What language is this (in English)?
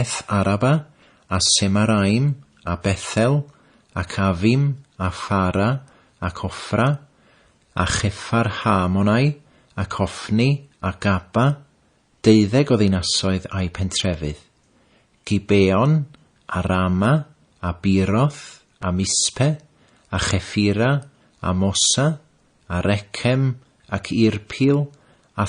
Welsh